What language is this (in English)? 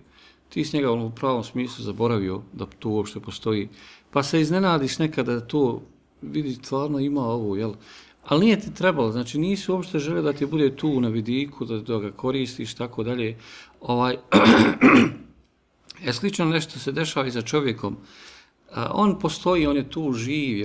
Bosnian